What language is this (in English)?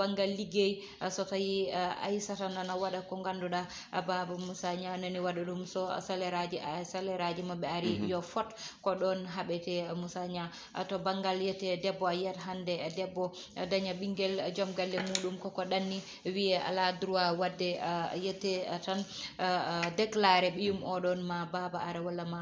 Fula